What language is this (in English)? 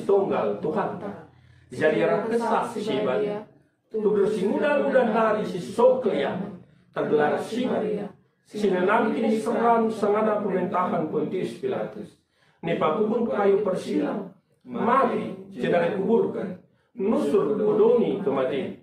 Batak Karo